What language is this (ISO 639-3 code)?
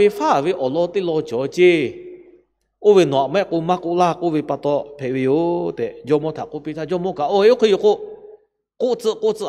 lhu